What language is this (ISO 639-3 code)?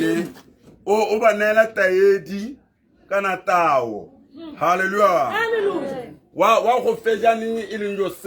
tsn